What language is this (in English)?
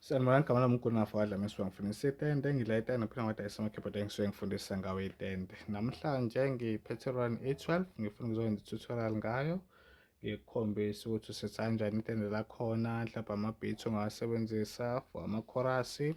Zulu